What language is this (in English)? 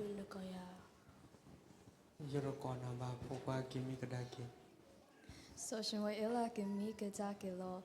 S'gaw Karen